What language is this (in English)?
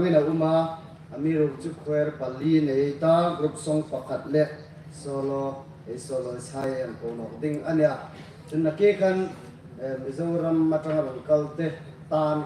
Hmar